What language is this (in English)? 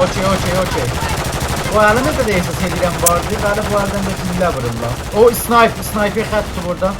South Azerbaijani